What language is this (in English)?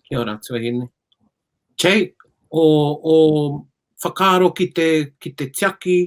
Māori